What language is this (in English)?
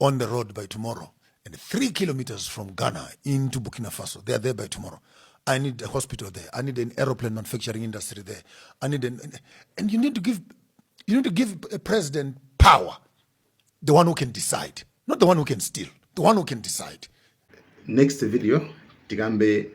Nyanja